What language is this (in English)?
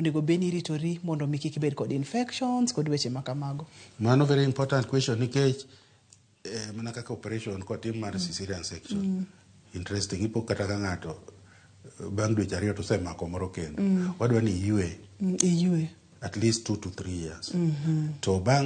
Luo (Kenya and Tanzania)